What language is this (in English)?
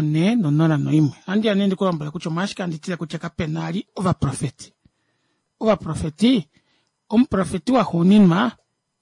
Kuanyama